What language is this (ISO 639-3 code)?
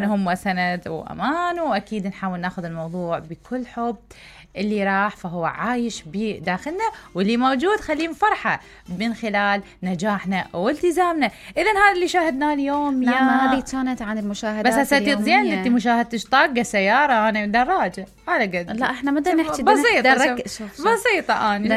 acm